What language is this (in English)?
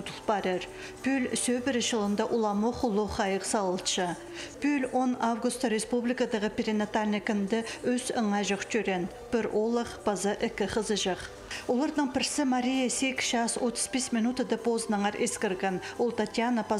Khakas